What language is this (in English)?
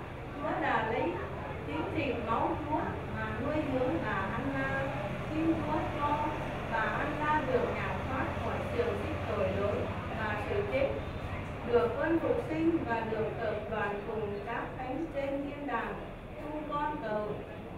Vietnamese